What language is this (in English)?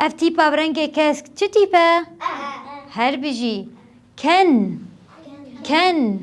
Kurdish